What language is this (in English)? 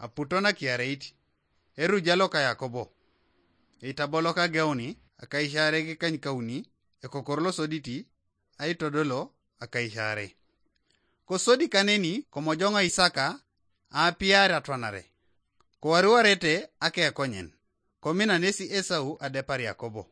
Teso